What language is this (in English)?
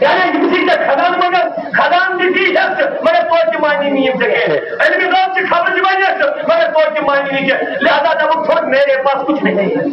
Kashmiri